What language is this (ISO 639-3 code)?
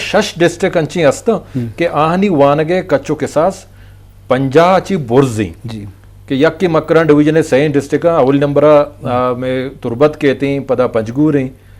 bgp